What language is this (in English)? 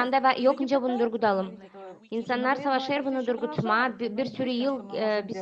Gagauz